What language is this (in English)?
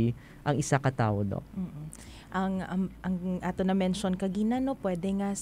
Hiligaynon